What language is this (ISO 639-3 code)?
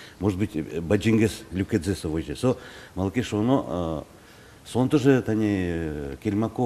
udm